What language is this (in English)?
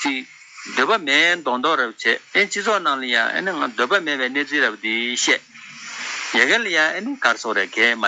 Tibetan